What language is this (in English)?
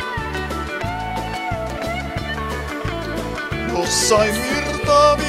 Finnish